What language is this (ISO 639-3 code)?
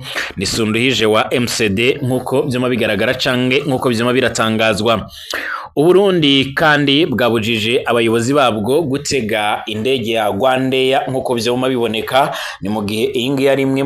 run